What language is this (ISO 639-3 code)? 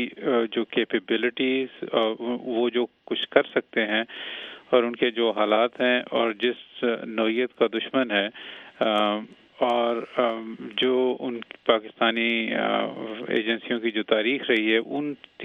urd